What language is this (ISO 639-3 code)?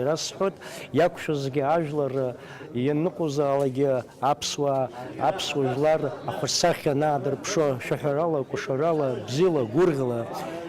abk